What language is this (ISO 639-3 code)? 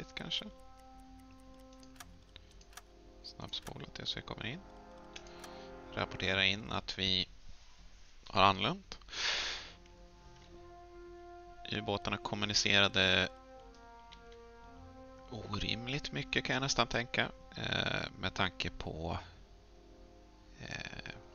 swe